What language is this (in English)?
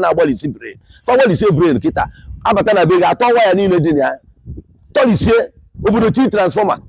Igbo